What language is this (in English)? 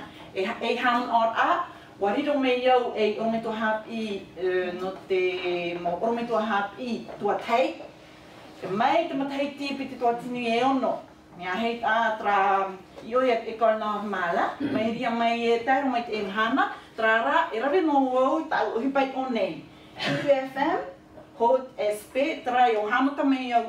Tahitian